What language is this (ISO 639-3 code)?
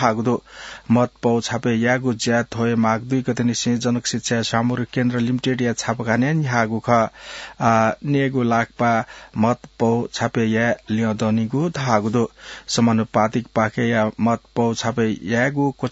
new